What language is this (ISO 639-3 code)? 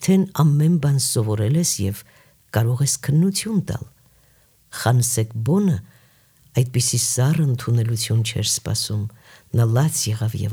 hye